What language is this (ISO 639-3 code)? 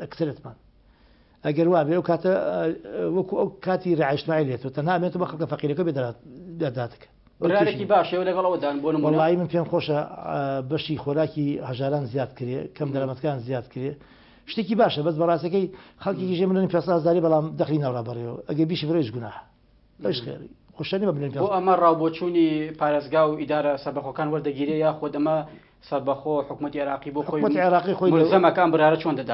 ckb